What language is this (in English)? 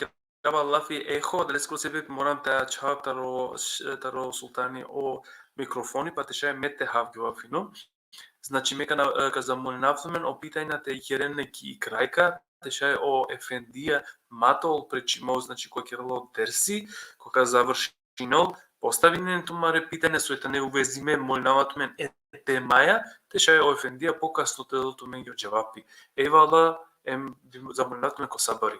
Balkan Romani